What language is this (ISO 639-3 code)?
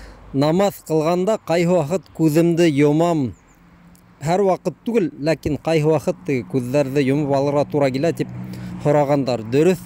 bak